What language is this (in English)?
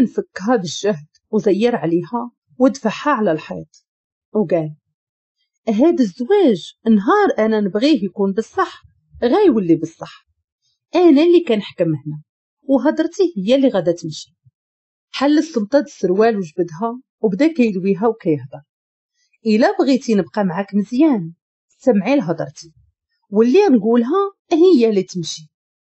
Moroccan Arabic